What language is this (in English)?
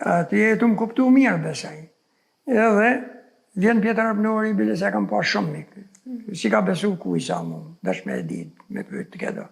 Albanian